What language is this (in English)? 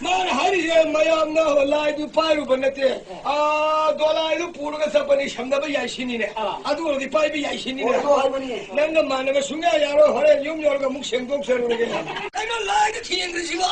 Manipuri